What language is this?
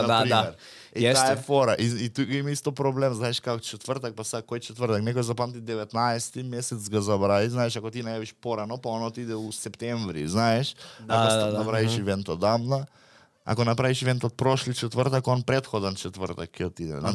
Serbian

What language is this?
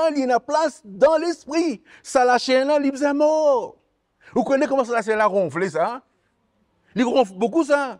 Morisyen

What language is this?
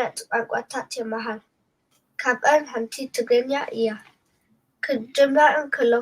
Tigrinya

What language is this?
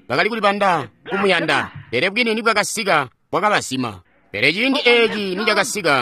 Tonga (Zambia)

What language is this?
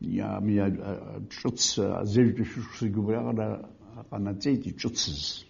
Abkhazian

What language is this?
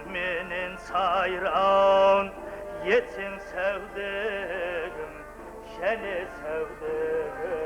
Kara-Kalpak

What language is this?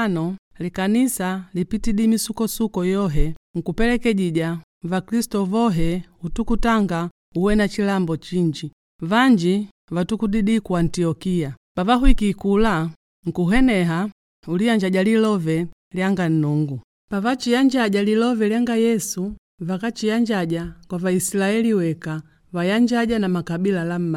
Makonde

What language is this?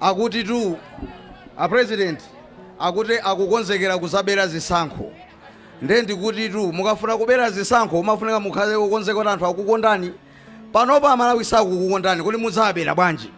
Nyanja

